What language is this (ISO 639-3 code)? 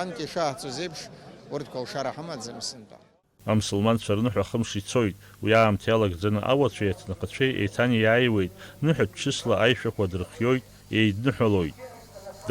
abk